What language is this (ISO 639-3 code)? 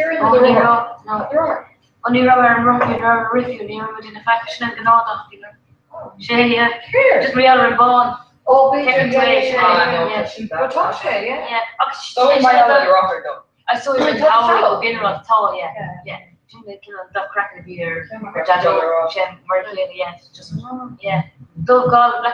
gle